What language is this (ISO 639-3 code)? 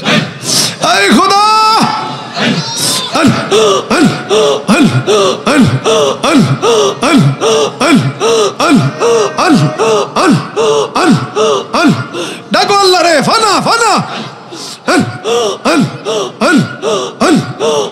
ben